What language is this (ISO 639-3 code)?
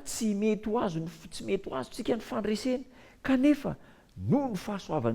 mlg